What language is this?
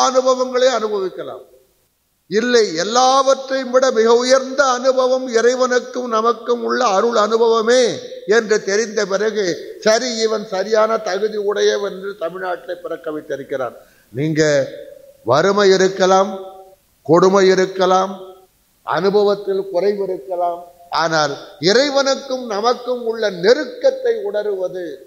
Tamil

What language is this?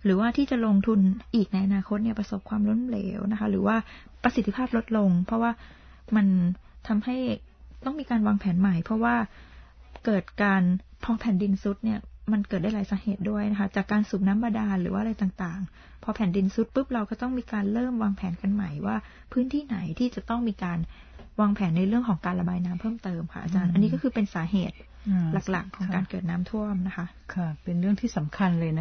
Thai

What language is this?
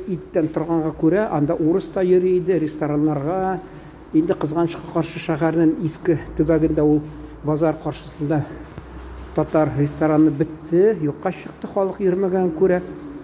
Tatar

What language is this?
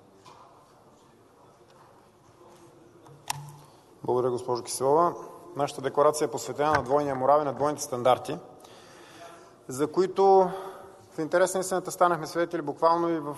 Bulgarian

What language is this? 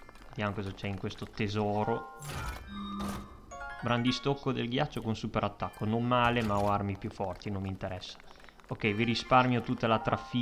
Italian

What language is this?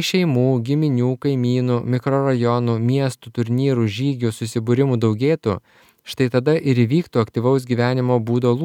Lithuanian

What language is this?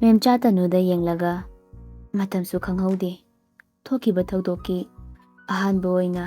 Manipuri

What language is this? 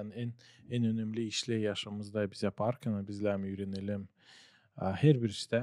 Gagauz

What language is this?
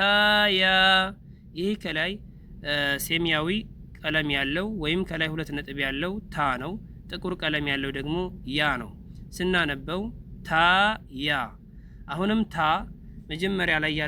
Amharic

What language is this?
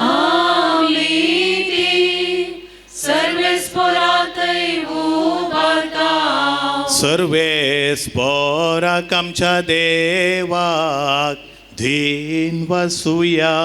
Konkani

